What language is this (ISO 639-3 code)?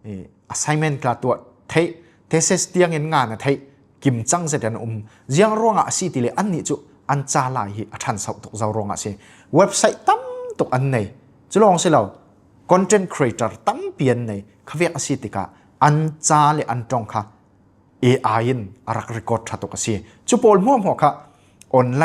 cfm